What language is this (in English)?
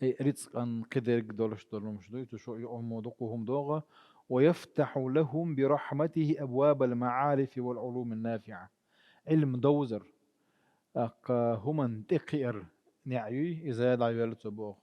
Chechen